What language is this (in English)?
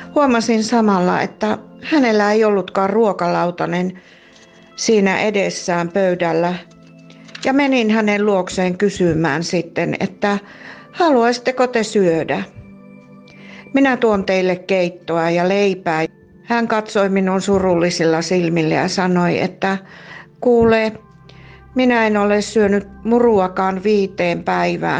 Finnish